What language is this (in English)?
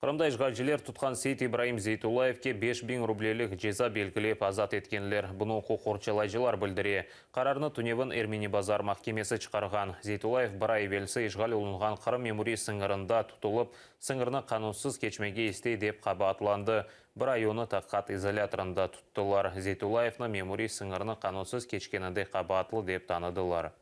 Crimean Tatar